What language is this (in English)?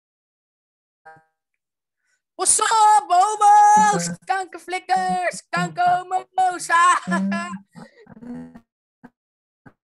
Catalan